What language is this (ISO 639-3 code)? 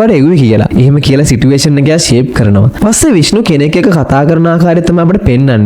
sin